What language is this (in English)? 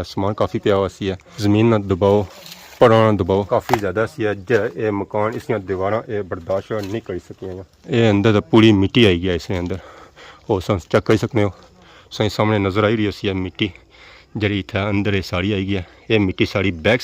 Pahari-Potwari